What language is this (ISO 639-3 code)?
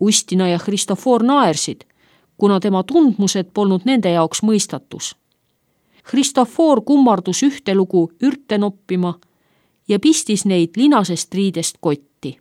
est